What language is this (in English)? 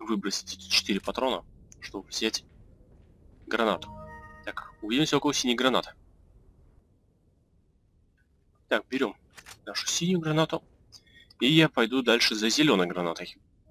Russian